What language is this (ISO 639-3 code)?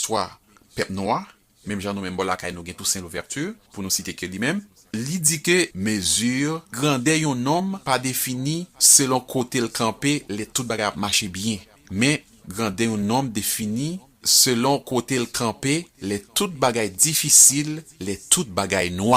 hat